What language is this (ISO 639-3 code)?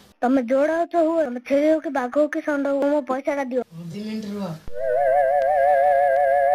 ori